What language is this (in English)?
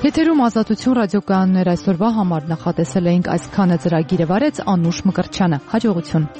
Armenian